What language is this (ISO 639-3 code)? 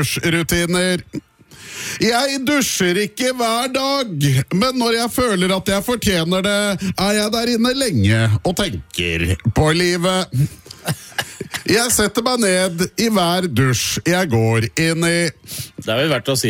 nor